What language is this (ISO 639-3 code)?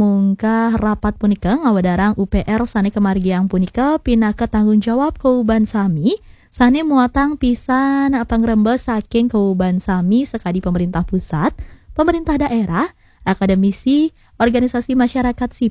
ban